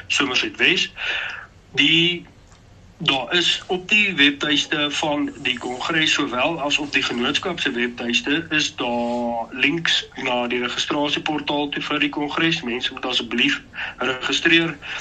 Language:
Afrikaans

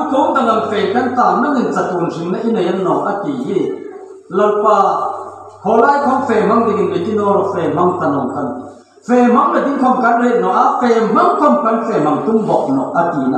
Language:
Hmar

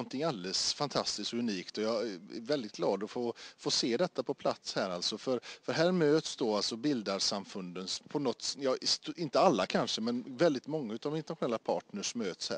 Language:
Swedish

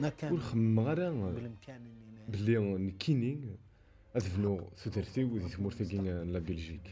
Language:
Kabyle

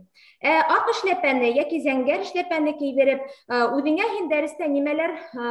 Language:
Bashkir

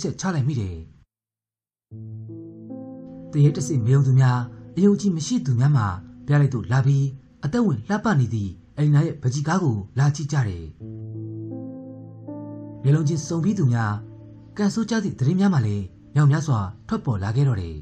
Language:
Burmese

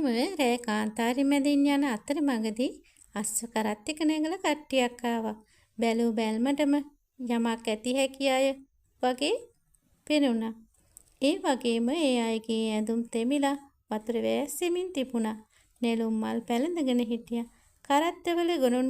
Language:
Sinhala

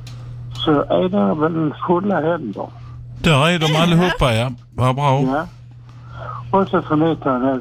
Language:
Swedish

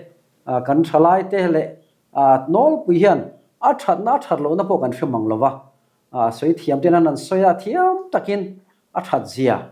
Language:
Mizo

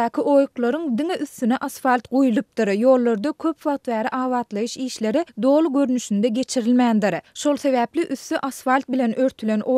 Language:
Turkmen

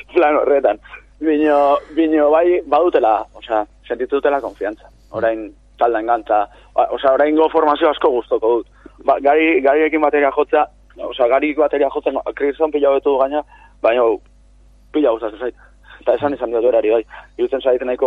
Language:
Basque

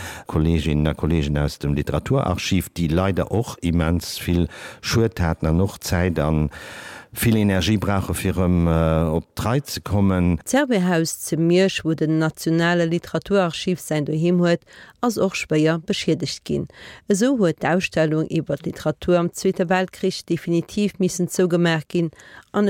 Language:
Luxembourgish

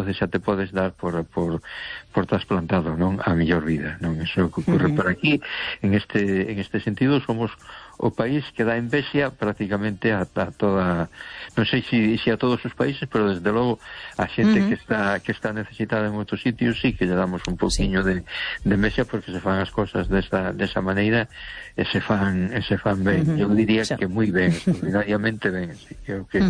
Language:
Galician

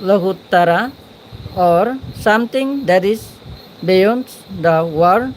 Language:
Chakma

